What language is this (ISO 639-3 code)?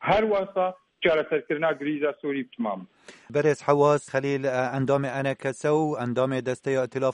kur